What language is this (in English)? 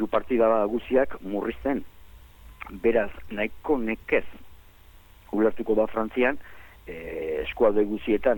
Basque